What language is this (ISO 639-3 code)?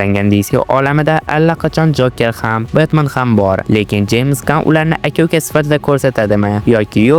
uzb